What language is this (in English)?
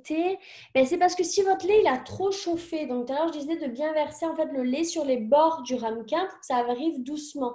French